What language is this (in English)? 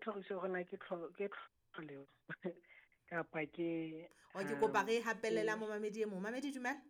Southern Sotho